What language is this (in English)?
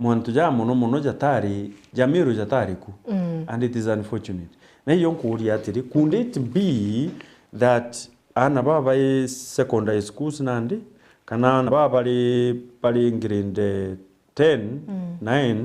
Meru